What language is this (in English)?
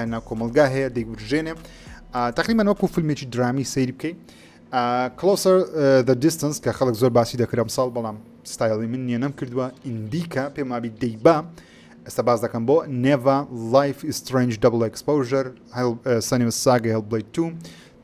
Central Kurdish